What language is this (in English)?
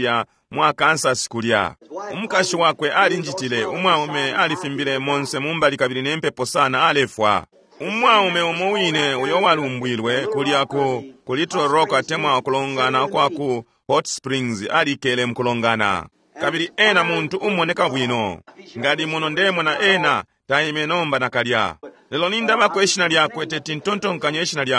Bemba